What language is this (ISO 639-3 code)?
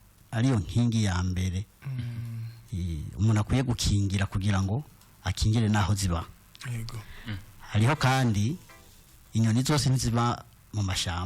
run